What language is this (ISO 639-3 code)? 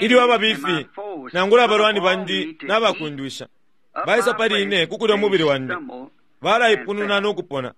bem